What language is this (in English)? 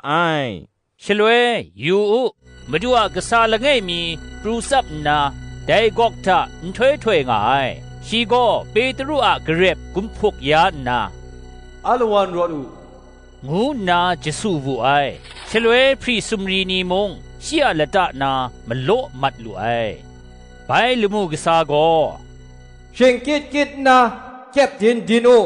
Kachin